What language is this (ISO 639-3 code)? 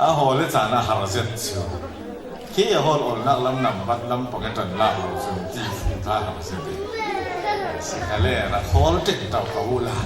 cfm